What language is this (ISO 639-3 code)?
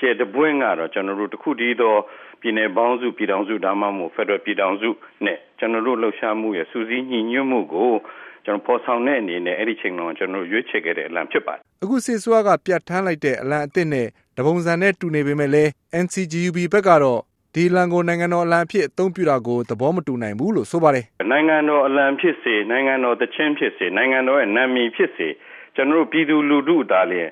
mya